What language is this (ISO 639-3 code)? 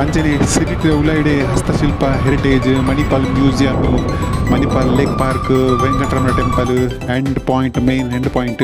tcy